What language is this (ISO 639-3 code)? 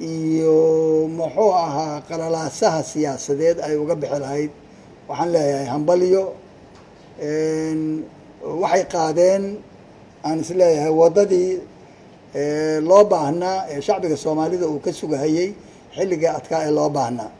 som